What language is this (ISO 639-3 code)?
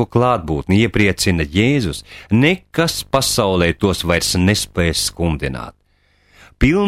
lav